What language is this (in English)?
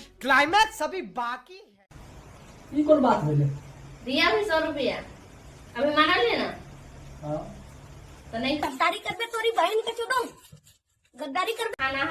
Maithili